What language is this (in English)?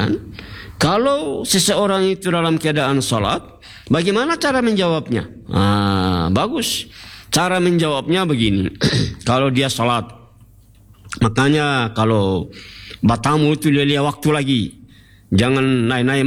Indonesian